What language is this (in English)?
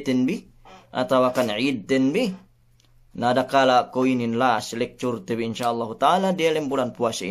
Yakan